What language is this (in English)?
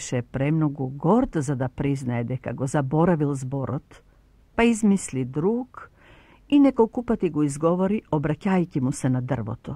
Macedonian